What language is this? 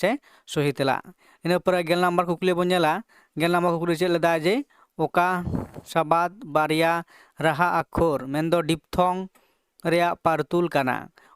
Santali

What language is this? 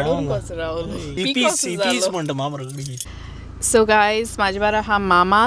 Konkani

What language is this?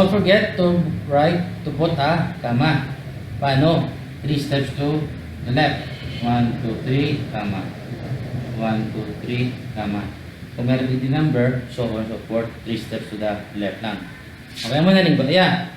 Hiligaynon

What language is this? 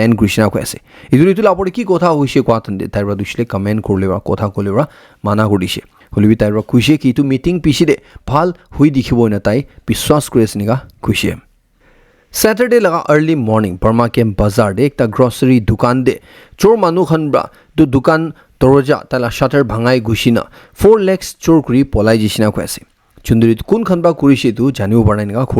Naga Pidgin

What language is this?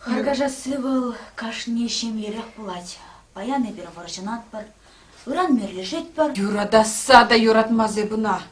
Chuvash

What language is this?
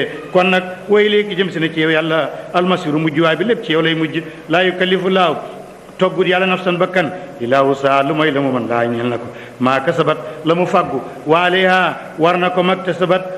Wolof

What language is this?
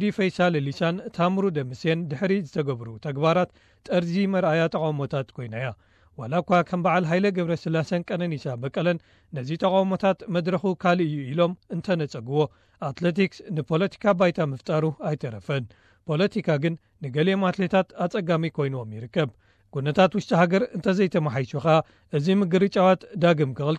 Tigrinya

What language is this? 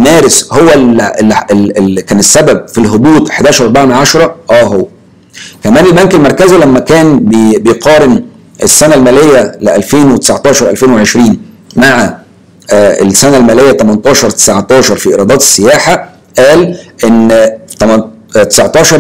Egyptian Arabic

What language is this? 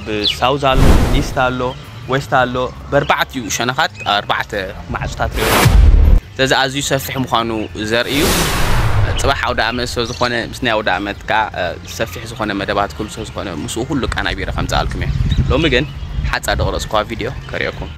Tigrinya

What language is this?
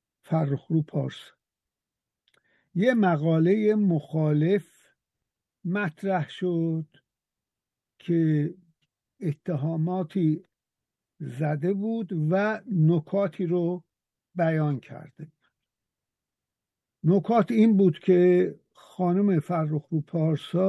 Persian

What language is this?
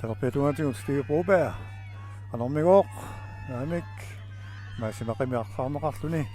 Kalaallisut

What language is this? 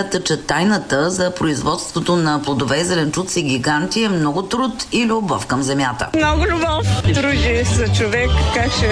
Bulgarian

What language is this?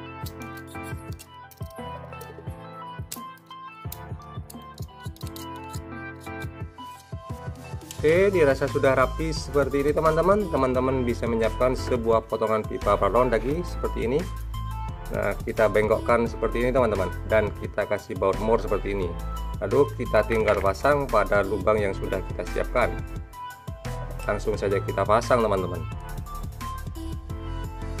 Indonesian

